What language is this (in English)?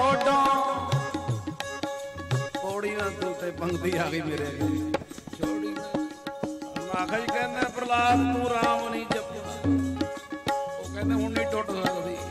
Punjabi